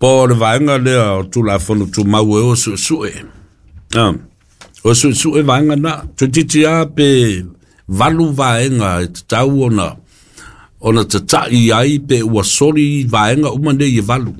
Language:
Samoan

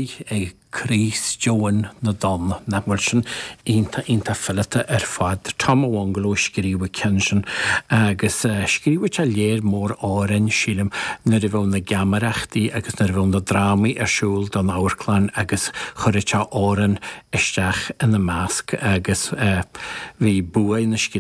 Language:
Irish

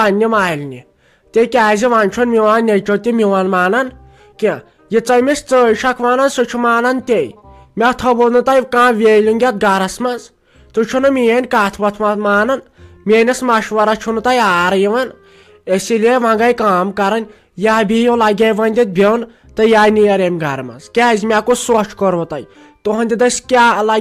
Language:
Kashmiri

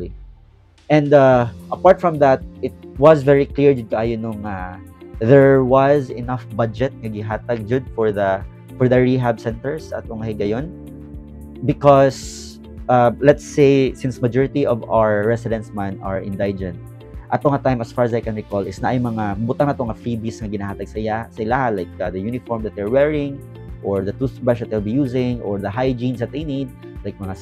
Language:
Cebuano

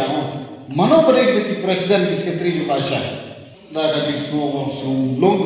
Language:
Khasi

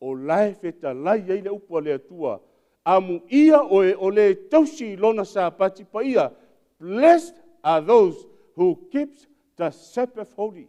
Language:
Samoan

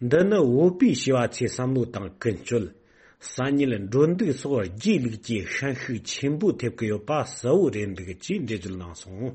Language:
Tibetan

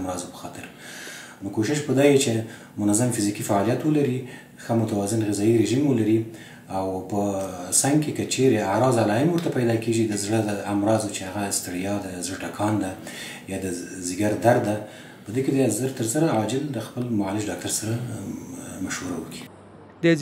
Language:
Pashto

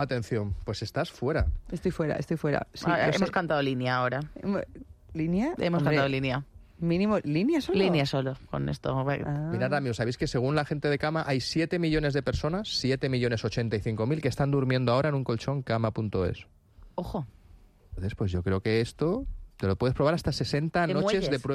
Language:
Spanish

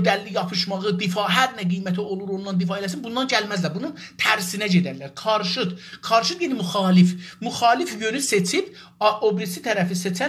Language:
South Azerbaijani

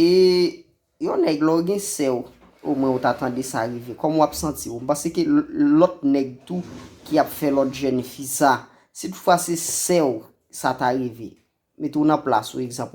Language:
Haitian Creole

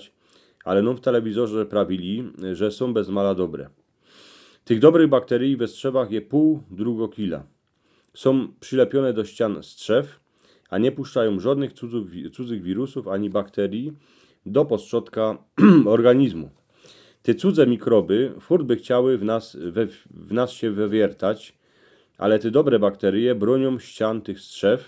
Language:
Silesian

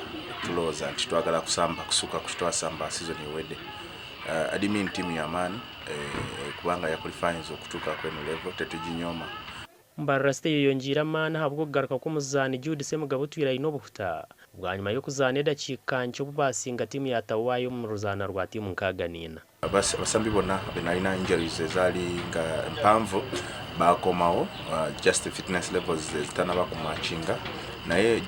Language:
Nyankole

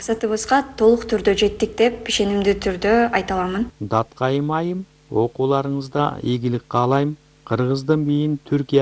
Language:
Kyrgyz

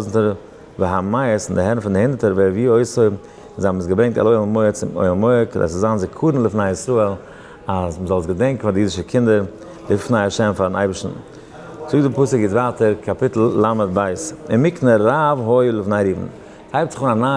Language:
Yiddish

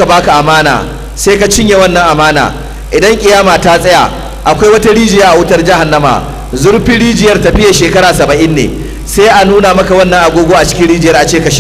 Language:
Hausa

